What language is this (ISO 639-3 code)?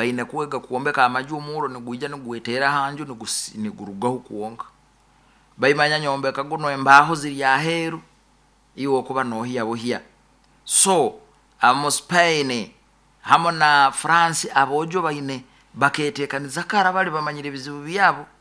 nyo